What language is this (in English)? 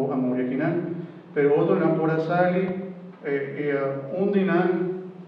Papiamento